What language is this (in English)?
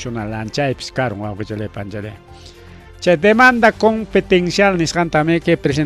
Ayacucho Quechua